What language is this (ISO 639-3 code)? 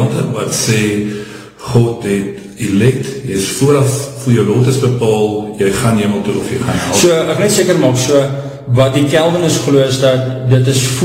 afr